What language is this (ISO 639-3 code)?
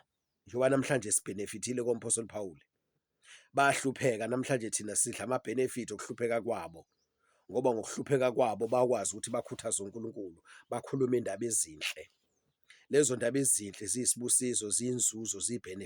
zul